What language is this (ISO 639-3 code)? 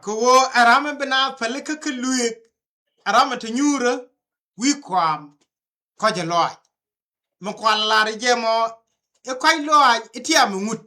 nus